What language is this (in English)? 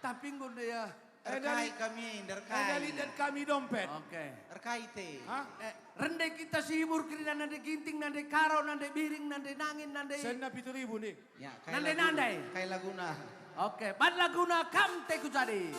Batak Karo